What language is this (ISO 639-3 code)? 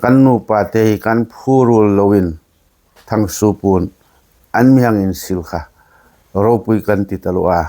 hmr